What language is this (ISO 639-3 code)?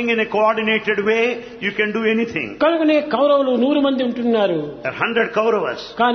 tel